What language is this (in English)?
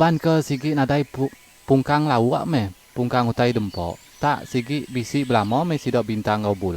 Iban